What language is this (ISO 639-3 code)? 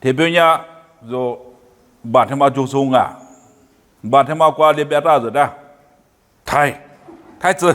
lis